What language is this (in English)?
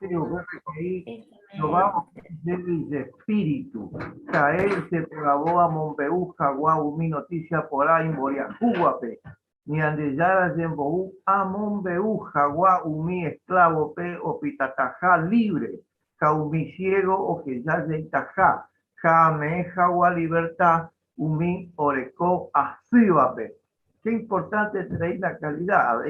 Guarani